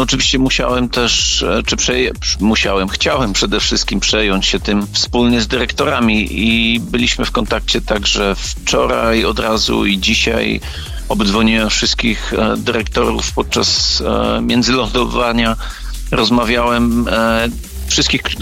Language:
Polish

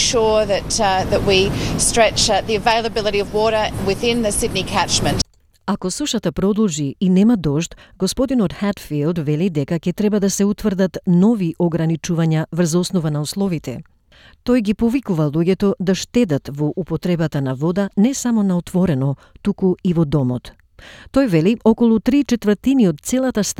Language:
Macedonian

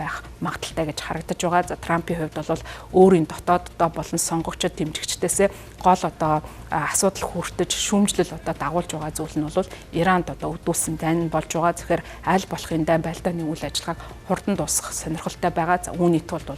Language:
Mongolian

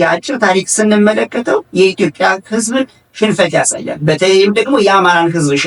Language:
Amharic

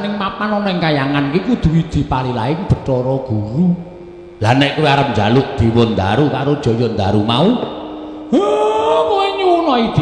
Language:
Javanese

